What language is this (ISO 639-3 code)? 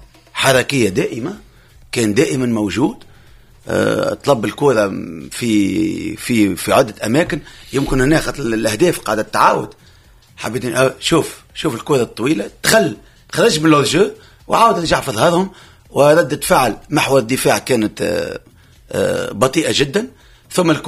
aeb